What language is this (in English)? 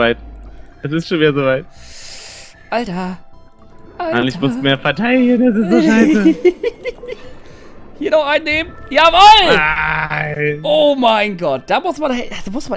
German